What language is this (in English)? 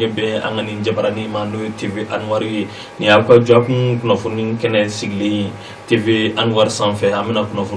Bambara